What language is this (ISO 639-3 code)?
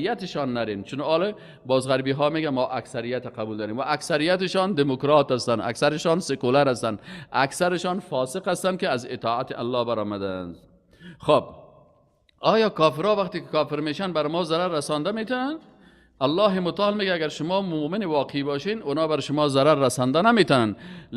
fas